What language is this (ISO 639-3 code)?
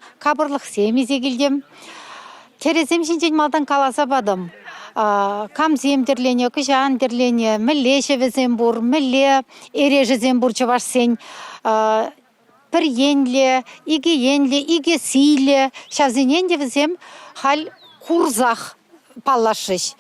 chv